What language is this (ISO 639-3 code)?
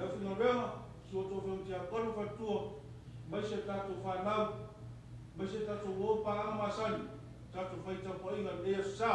smo